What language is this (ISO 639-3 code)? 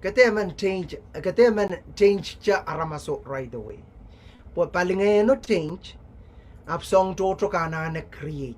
pon